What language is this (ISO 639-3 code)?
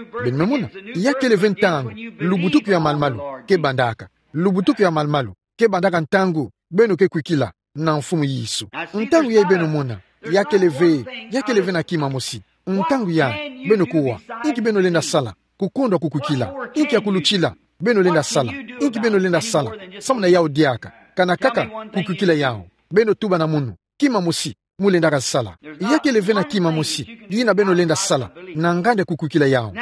ktu